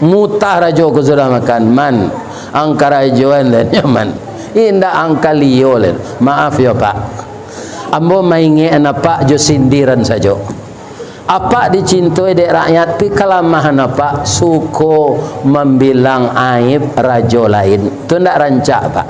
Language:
Minangkabau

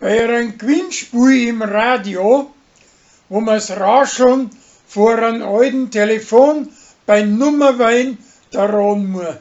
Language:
Bavarian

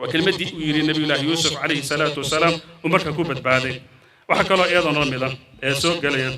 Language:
Somali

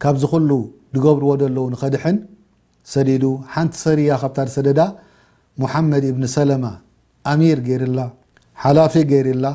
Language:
Tigrinya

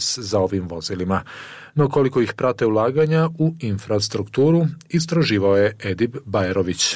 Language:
Bosnian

